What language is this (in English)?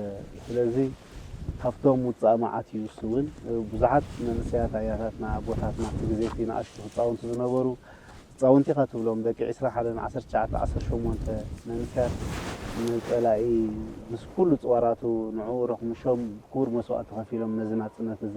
Tigrinya